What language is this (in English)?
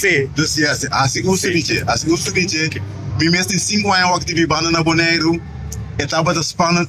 Papiamento